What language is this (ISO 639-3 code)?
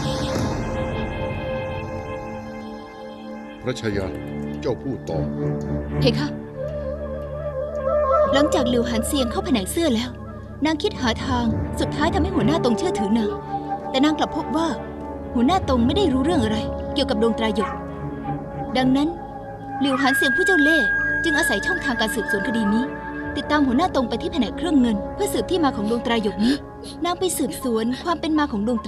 tha